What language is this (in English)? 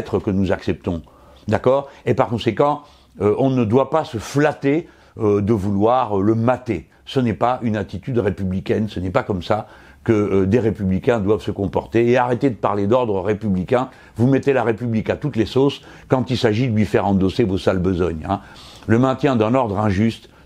French